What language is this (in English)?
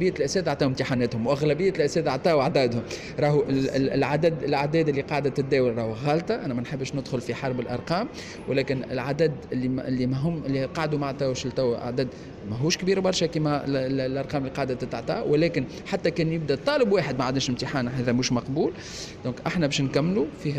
Tunisian Arabic